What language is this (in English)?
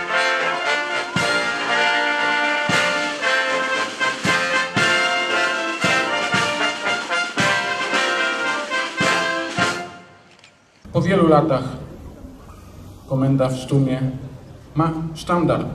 Polish